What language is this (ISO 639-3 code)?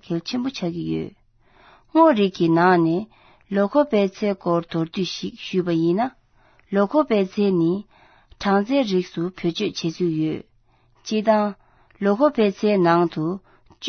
bod